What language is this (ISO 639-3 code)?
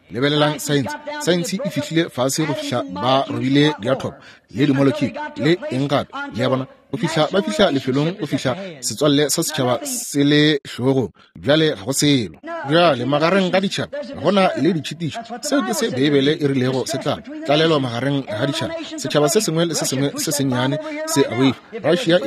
nso